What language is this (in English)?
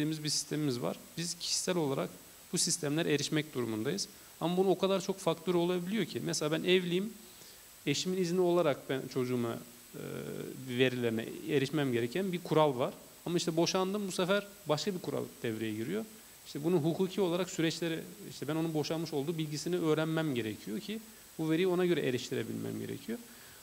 Turkish